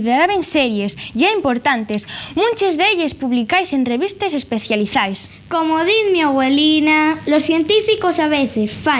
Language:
Asturian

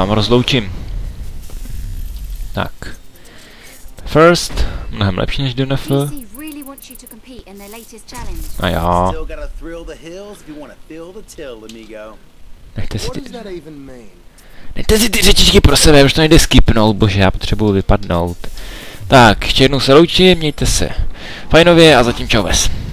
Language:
Czech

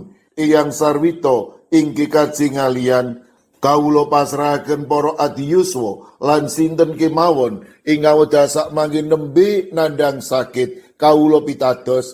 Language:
Javanese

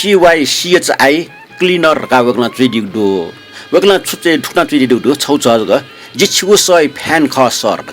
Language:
Newari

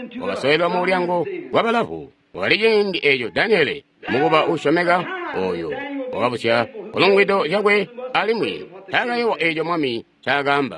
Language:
Tonga (Zambia)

